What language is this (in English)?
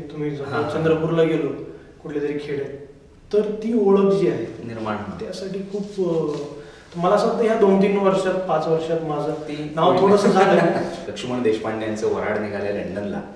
Marathi